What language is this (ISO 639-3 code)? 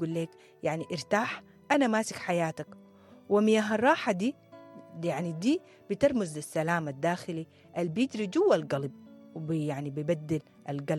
apd